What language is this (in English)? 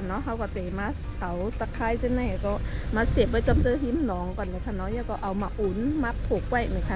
Shan